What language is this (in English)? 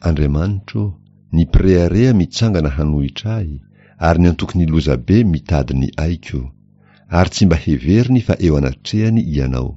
Malagasy